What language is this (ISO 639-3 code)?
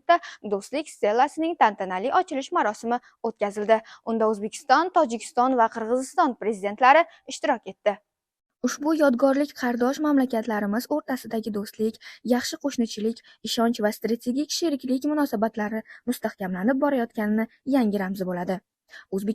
uzb